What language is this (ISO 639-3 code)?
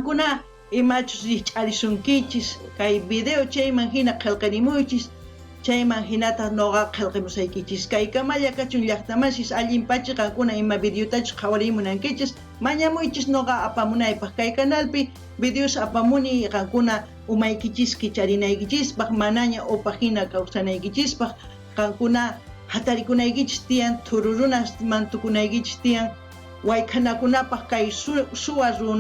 quh